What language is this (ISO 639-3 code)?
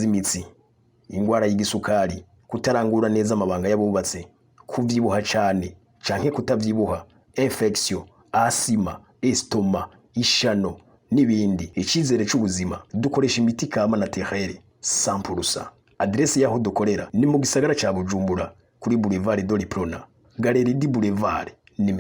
run